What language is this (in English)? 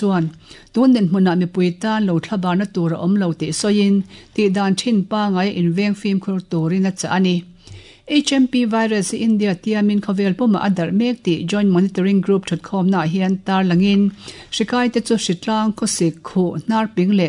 Mizo